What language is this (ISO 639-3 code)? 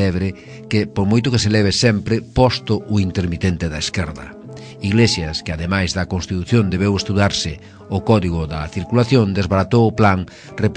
glg